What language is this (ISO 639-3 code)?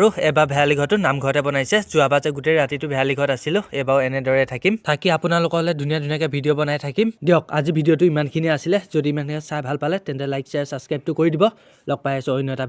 asm